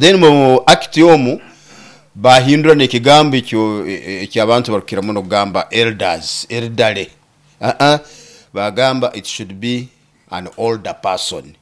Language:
Nyoro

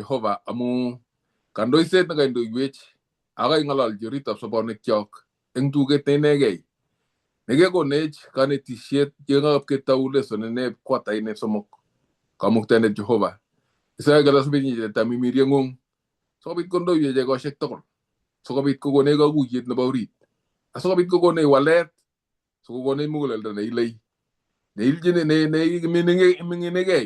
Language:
Kalenjin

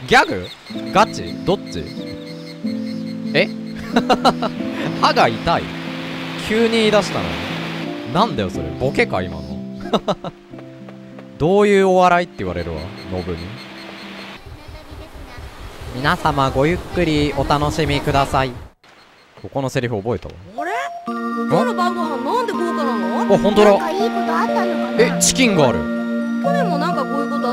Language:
Japanese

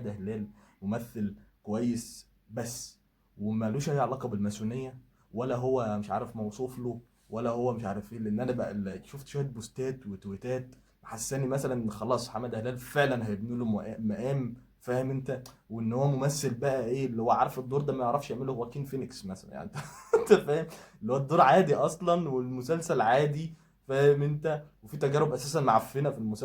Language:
Egyptian Arabic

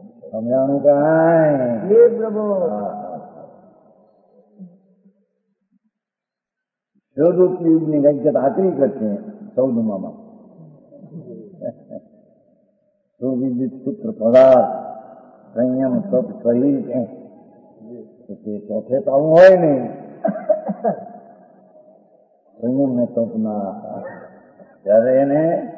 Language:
Gujarati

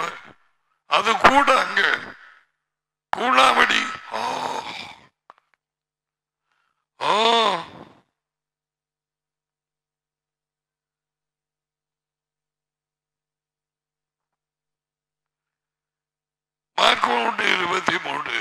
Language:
Tamil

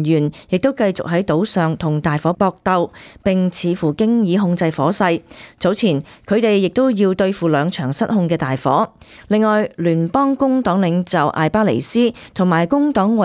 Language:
Cantonese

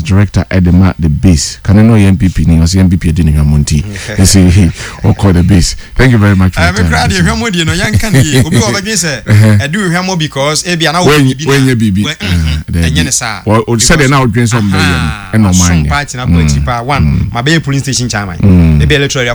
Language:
Akan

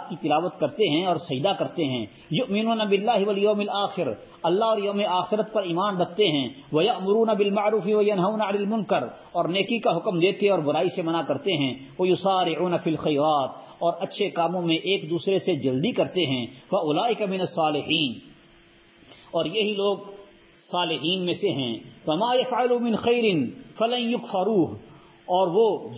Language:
Urdu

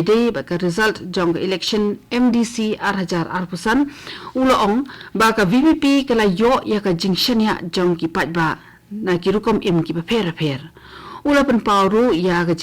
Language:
Khasi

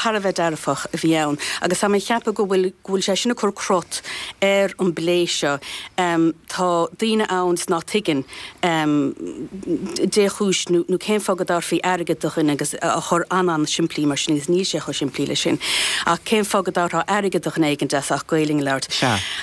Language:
Irish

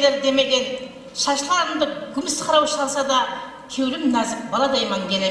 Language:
Kara-Kalpak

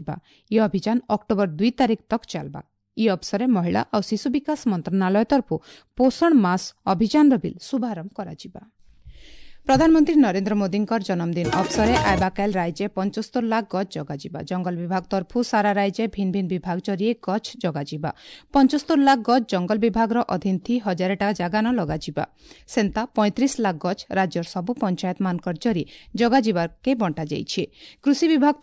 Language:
Odia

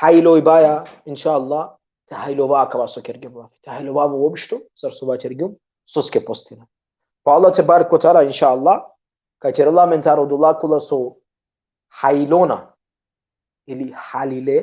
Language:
Balkan Romani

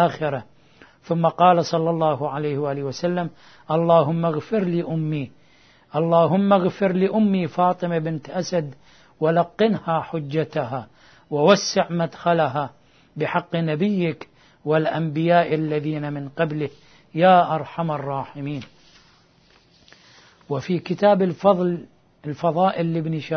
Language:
Arabic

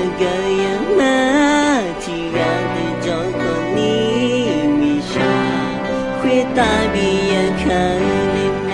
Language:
Akha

